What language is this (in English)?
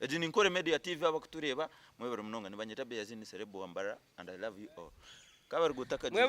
Nyankole